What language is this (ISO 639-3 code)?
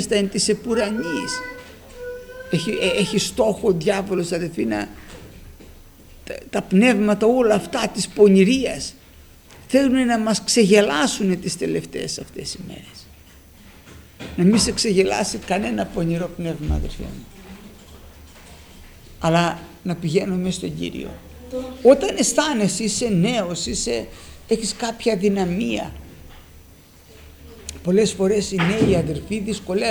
ell